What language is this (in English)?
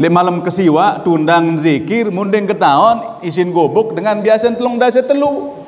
Sasak